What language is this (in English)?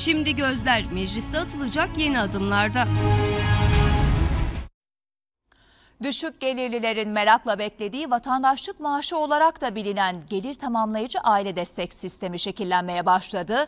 Turkish